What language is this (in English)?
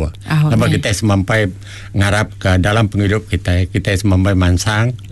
Iban